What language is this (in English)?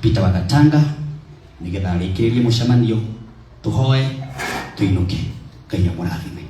Kikuyu